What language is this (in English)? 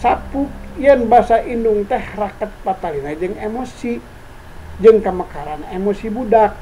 Sundanese